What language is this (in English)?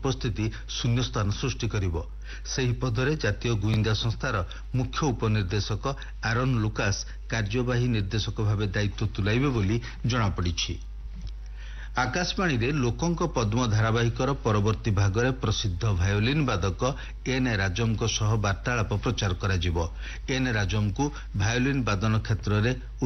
Odia